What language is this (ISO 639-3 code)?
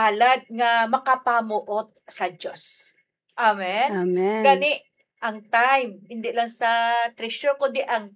hil